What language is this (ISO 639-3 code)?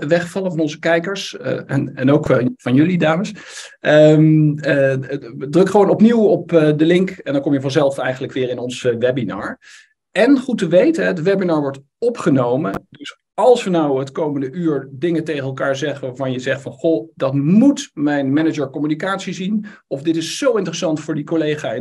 nld